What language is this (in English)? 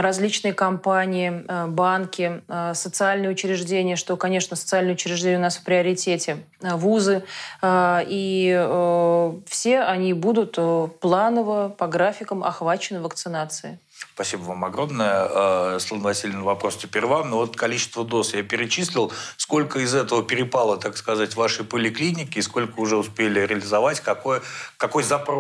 Russian